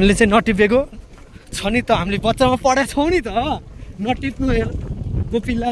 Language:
Nepali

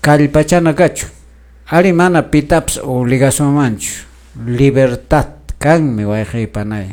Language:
Quechua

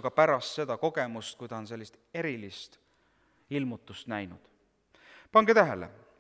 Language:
Estonian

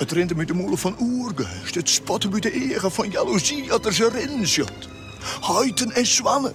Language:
Western Frisian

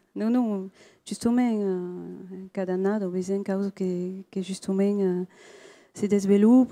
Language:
Occitan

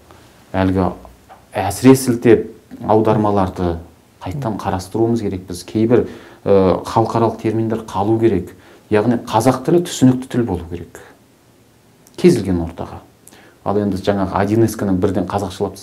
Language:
Kazakh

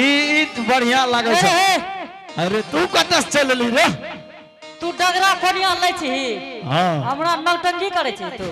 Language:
Angika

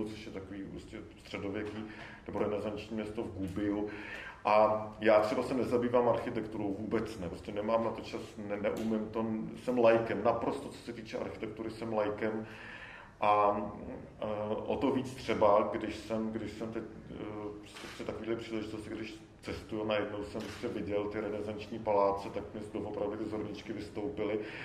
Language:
Czech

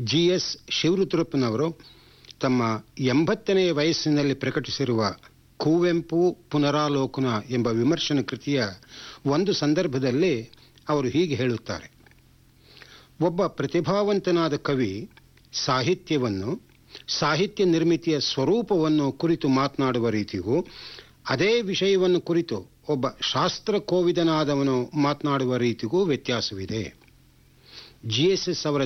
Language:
Kannada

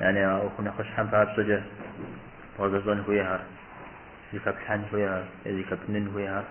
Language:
Kabardian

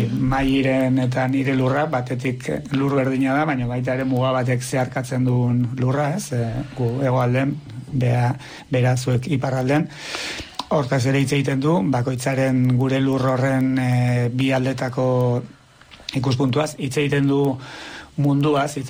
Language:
Basque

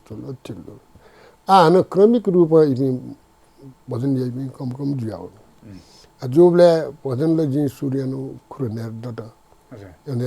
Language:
Newari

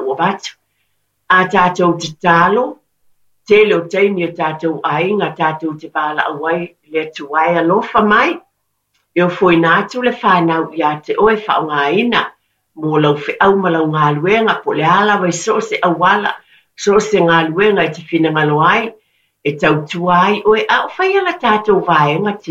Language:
Samoan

